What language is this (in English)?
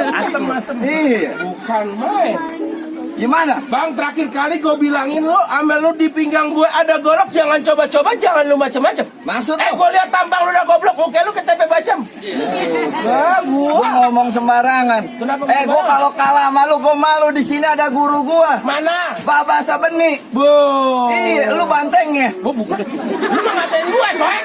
Betawi